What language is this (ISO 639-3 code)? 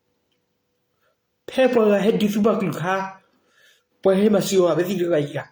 ksw